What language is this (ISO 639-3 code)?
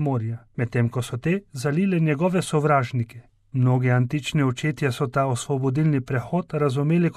slv